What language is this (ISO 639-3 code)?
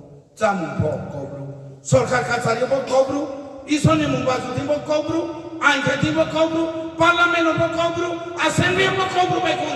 ria